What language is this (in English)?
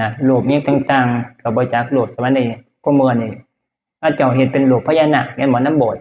Northeastern Thai